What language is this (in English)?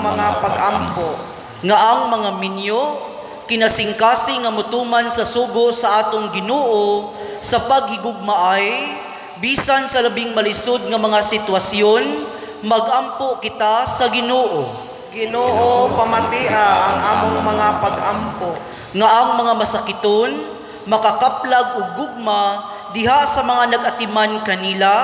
Cebuano